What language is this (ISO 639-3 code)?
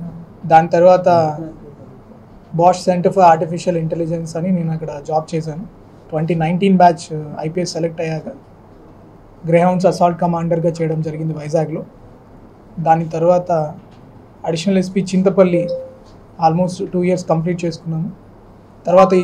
tel